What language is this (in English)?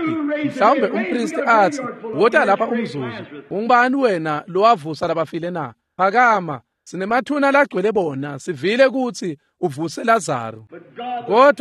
Swati